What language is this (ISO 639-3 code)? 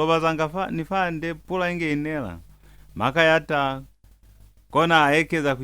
loz